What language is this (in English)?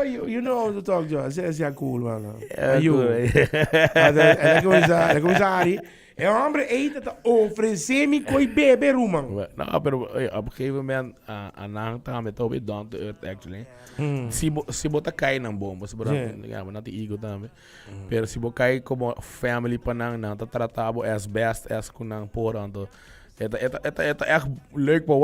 Papiamento